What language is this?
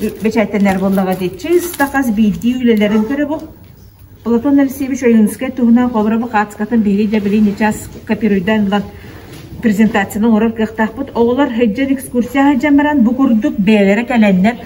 Yakut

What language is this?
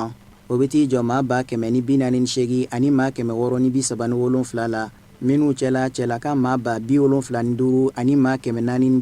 Bambara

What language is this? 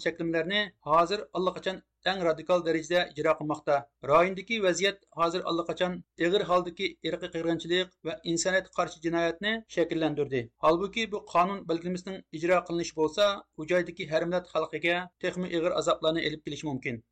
Uyghur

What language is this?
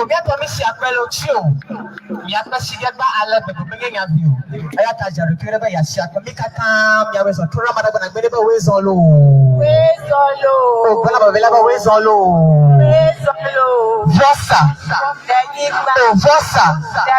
Ewe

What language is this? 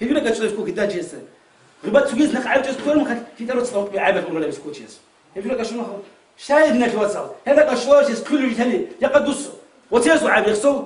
Avaric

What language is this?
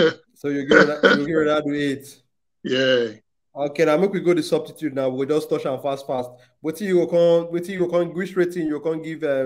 Nigerian Pidgin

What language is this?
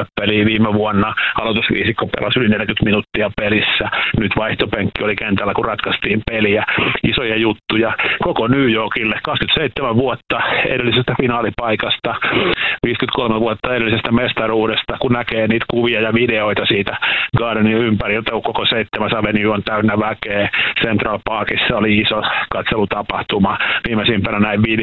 Finnish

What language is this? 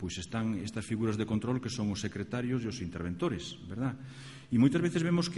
Galician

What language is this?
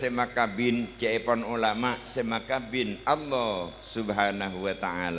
Madurese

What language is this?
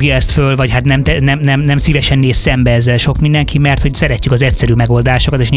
Hungarian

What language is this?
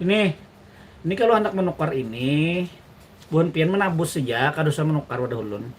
Banjar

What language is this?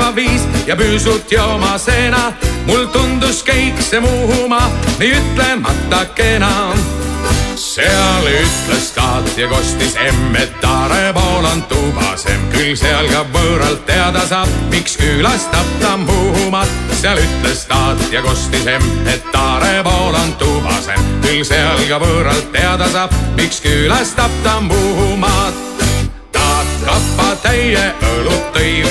Estonian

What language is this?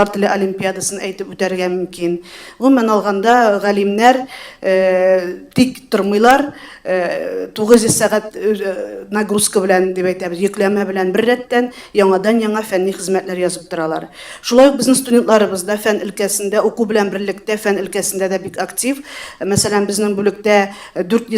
Tatar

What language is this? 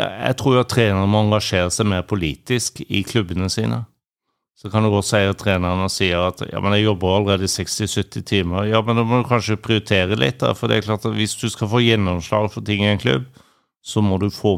Norwegian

